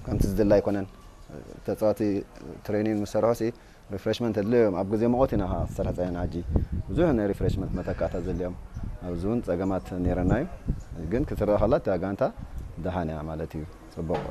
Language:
Tigrinya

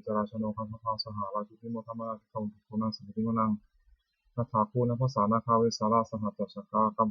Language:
Pali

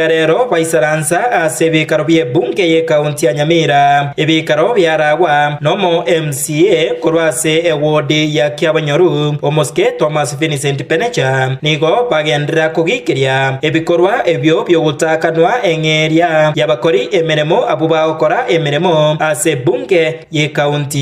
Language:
Gusii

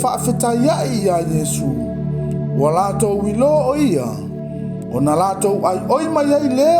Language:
Samoan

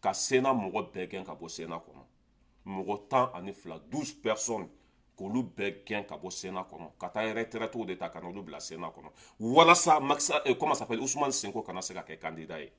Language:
Bambara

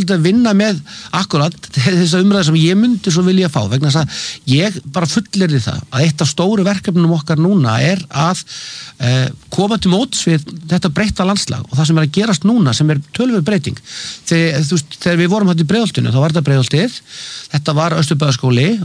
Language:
Icelandic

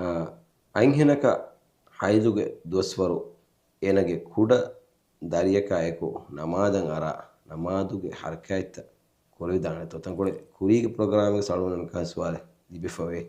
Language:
Divehi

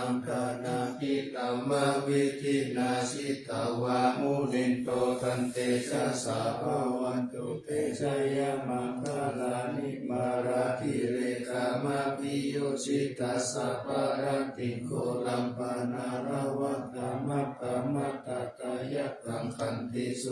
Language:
Pali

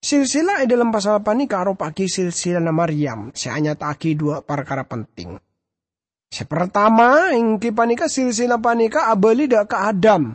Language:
Madurese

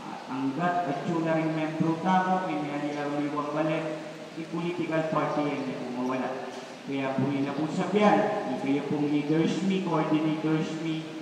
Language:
Pampanga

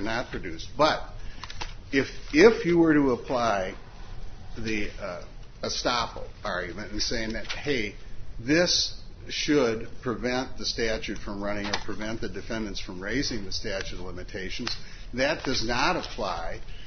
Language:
English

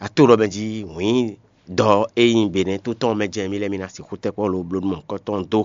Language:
Fon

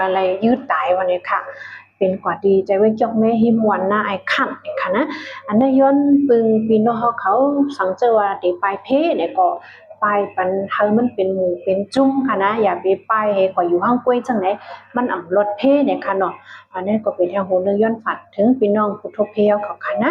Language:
Shan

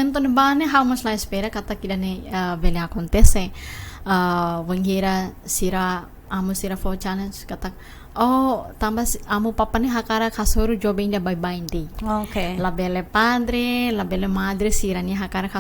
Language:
Tetum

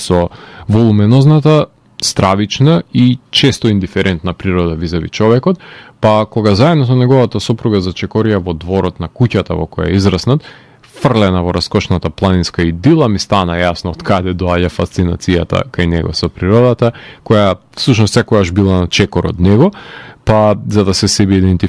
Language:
Macedonian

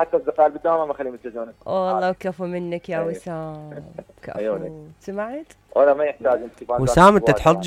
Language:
Mesopotamian Arabic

